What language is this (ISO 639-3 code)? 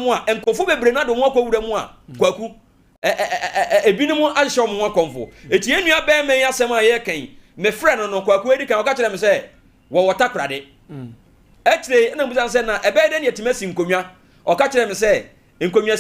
aka